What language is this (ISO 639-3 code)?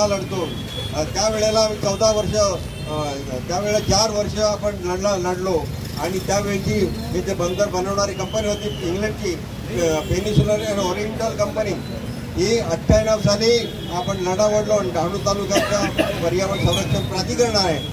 mar